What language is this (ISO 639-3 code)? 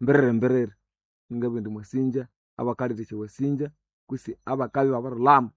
nnb